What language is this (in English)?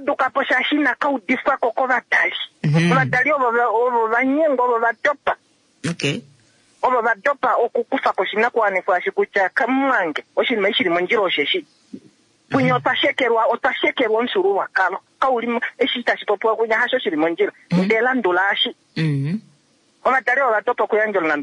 Kuanyama